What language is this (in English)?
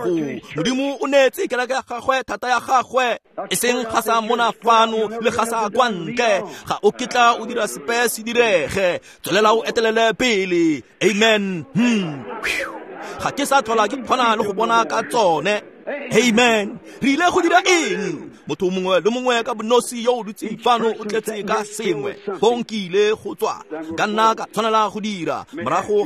Tswana